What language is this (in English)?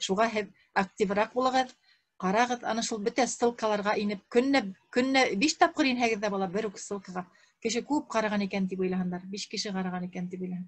Bashkir